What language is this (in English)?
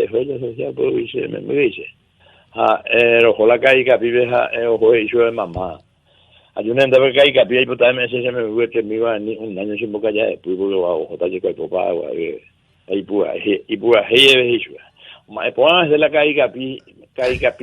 Guarani